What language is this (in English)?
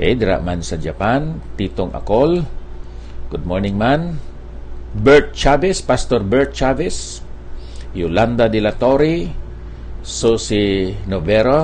Hiligaynon